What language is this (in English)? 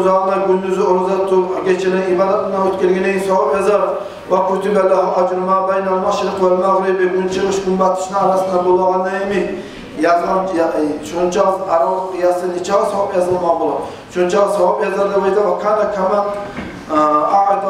Kumyk